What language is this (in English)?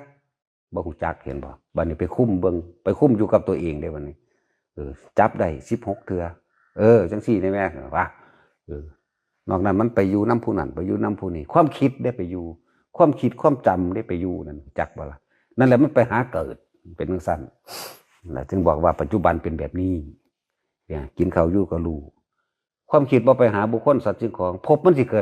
Northeastern Thai